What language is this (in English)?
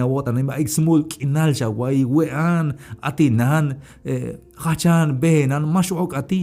Tzeltal